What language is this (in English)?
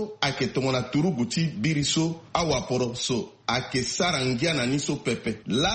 Sango